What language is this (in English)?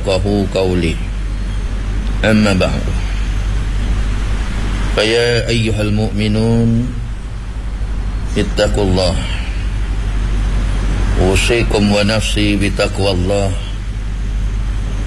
Malay